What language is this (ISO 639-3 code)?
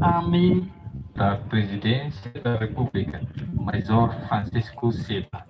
tet